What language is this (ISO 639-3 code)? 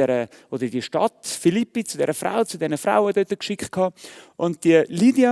gsw